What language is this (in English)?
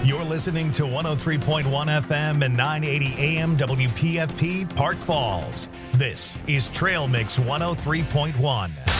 English